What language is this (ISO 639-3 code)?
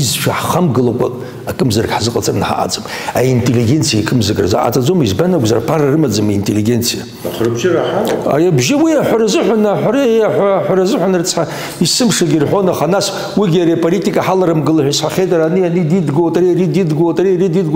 abk